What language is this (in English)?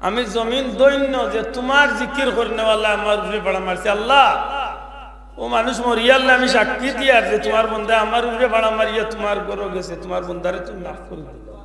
Sylheti